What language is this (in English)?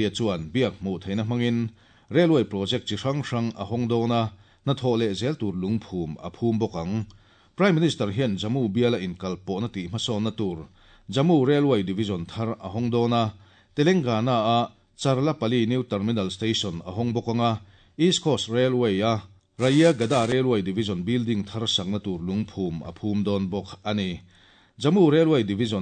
Mizo